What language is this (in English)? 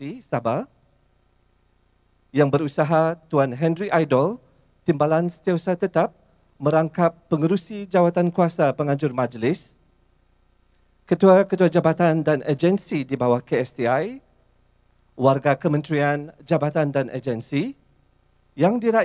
Malay